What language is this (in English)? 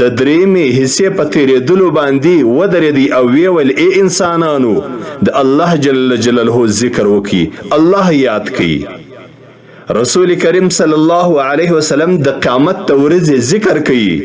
Pashto